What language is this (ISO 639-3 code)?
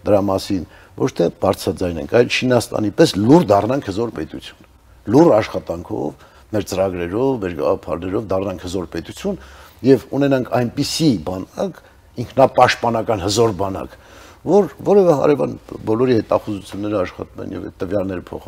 hye